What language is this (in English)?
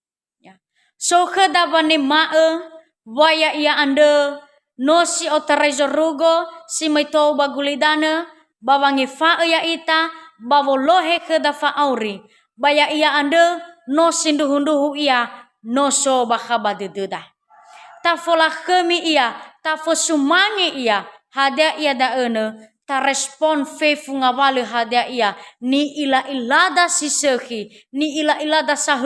Nias